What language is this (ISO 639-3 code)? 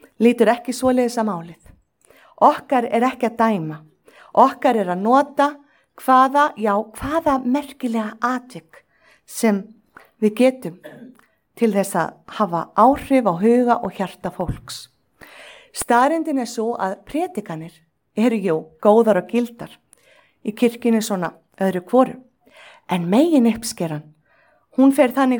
isl